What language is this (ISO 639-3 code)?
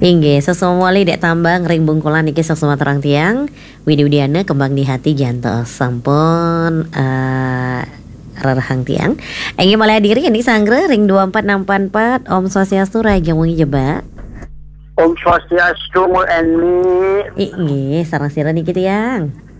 ban